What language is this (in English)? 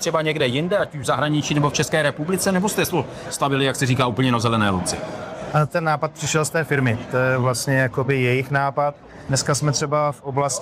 Czech